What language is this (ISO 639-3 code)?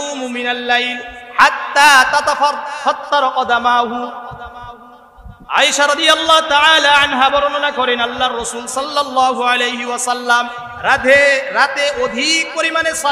ben